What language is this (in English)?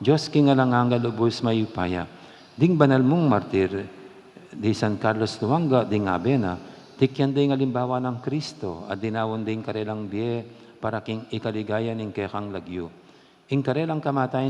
Pampanga